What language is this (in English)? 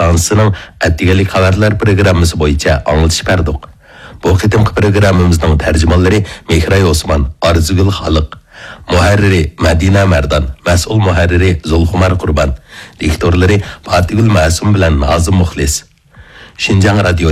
Uyghur